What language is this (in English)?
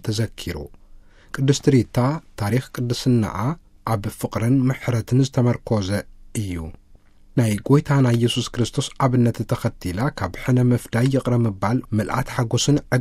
Tigrinya